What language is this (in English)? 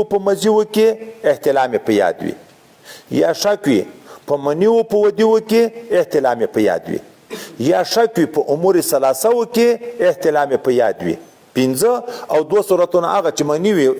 Pashto